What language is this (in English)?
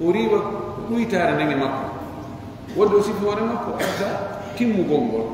Pular